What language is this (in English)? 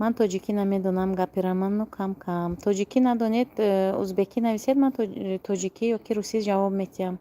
Tajik